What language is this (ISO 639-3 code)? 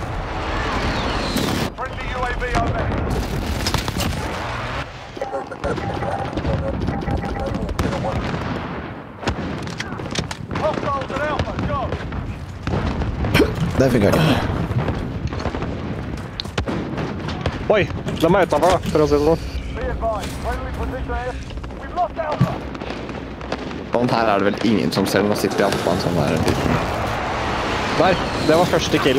nor